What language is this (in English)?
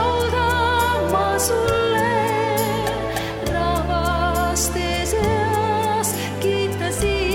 Estonian